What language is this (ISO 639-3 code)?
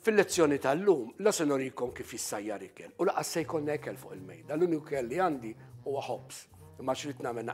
mlt